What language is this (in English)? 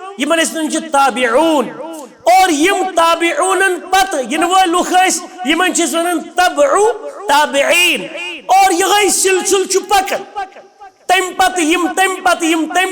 Kashmiri